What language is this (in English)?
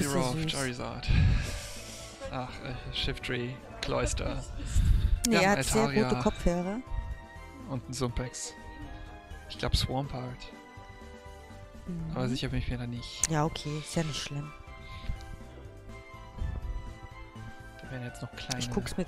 German